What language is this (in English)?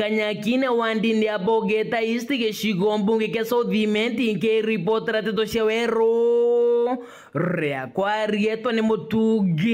Meru